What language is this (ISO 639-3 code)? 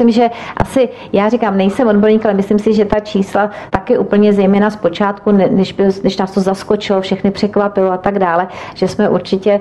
ces